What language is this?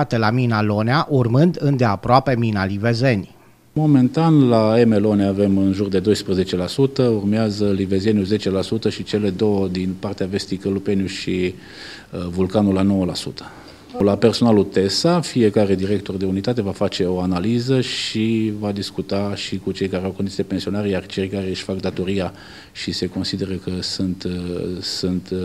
Romanian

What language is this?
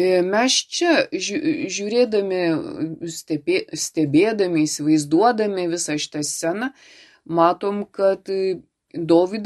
Lithuanian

